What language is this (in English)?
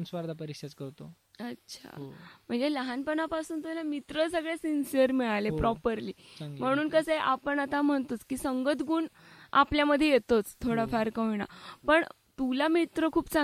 Marathi